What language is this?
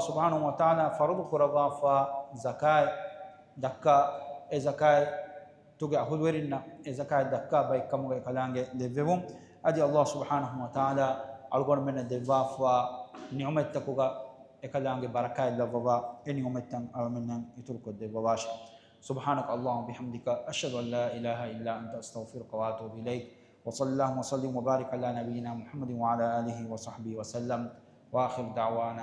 Divehi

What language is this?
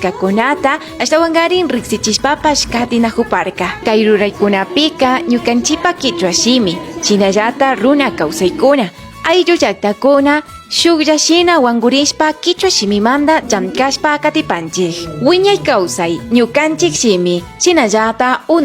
Imbabura Highland Quichua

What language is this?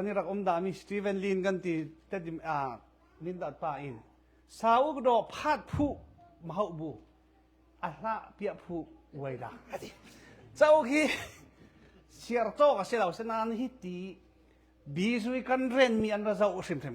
Falam Chin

